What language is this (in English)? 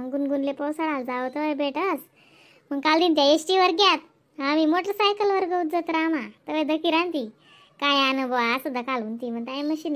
Khandesi